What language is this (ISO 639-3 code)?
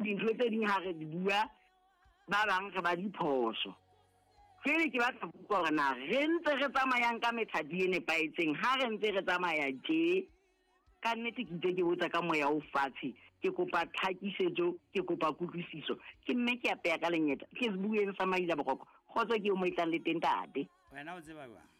sot